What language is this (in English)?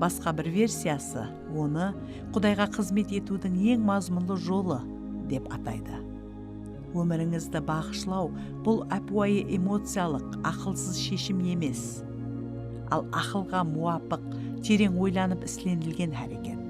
Kara-Kalpak